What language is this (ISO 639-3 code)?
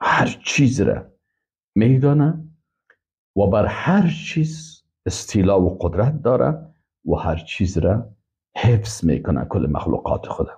fas